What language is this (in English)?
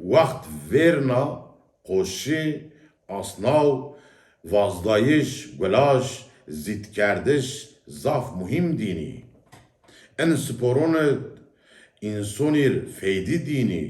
Zaza